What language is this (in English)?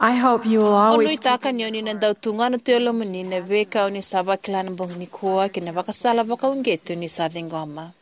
Fijian